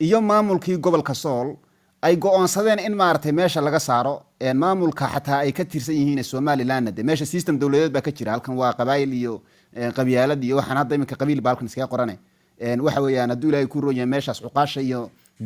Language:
Somali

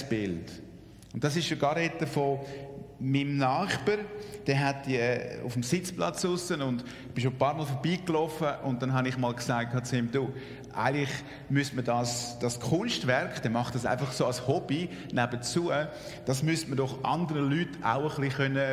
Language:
Swiss German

